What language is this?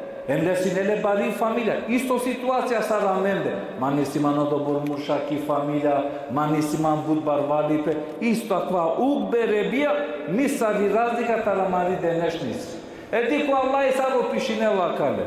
Balkan Romani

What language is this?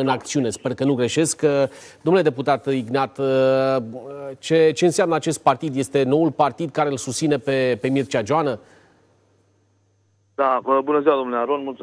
Romanian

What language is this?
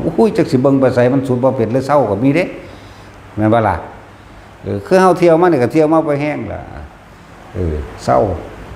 Northeastern Thai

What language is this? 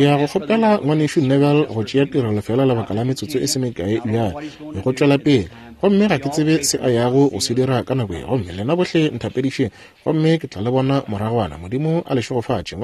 Northern Sotho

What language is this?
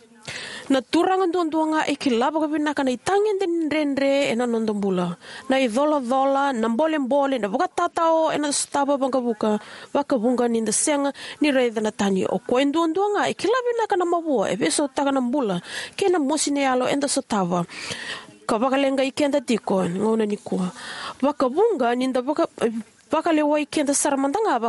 Fijian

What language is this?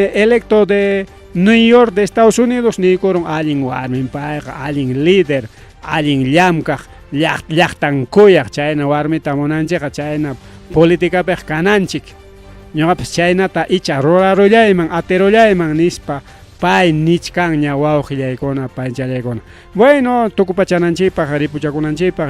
Ayacucho Quechua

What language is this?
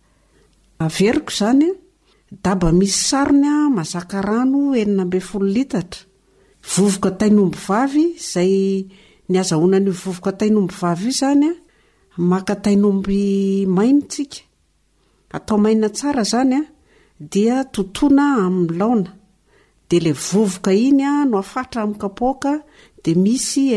Malagasy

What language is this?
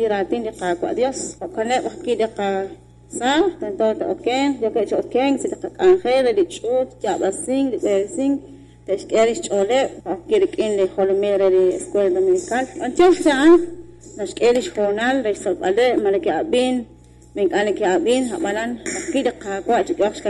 Kekchí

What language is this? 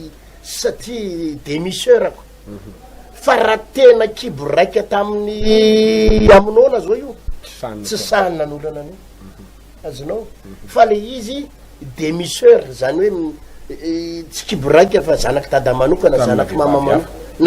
Malagasy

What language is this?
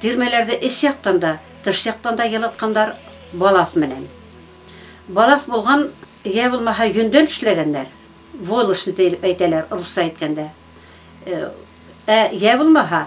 Bashkir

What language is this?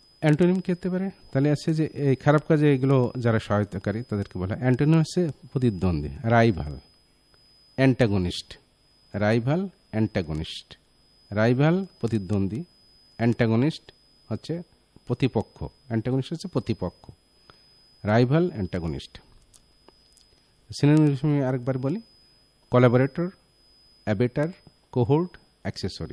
Bangla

